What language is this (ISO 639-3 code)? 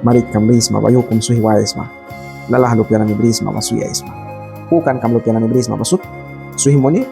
miq